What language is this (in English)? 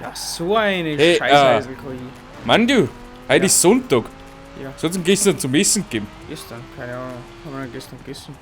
Bavarian